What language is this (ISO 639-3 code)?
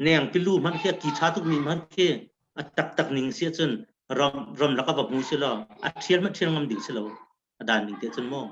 cnh